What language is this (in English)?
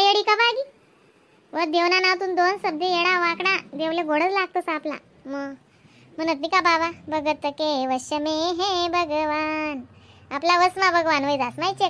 Khandesi